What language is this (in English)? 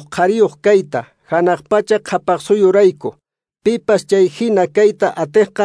Quechua